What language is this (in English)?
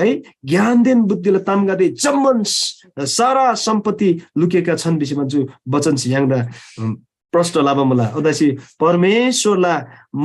Eastern Tamang